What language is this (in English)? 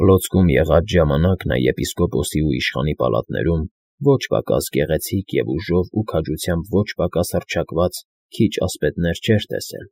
Armenian